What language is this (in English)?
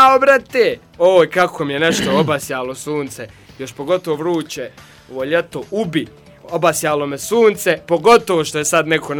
Bosnian